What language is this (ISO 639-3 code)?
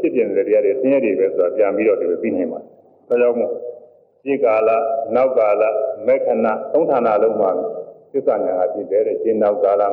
mya